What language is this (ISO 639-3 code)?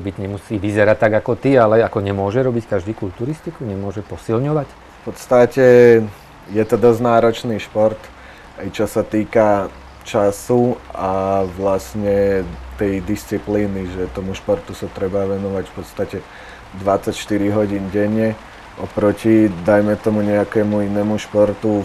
slk